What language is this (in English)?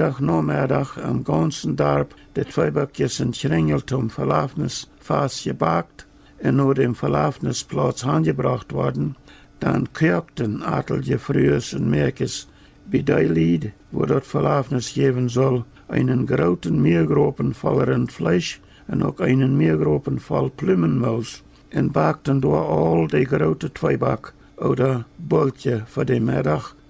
Plautdietsch